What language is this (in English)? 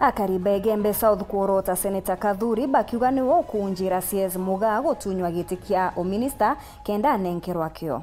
Meru